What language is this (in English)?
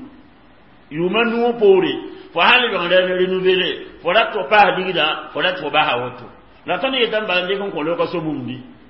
Mossi